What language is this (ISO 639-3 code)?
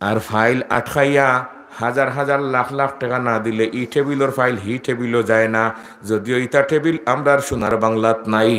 syl